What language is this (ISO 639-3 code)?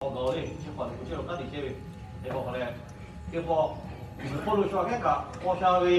lhu